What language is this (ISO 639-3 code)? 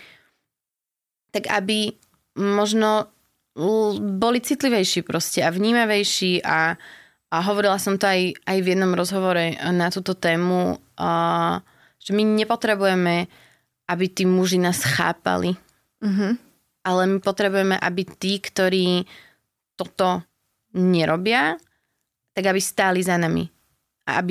slk